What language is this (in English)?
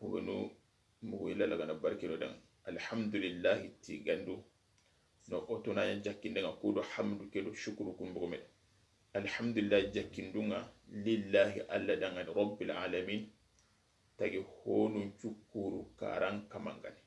Soninke